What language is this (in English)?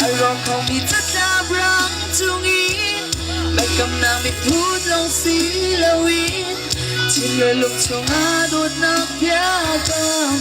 Hakha Chin